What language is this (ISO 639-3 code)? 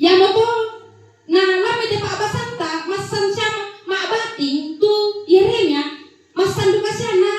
sda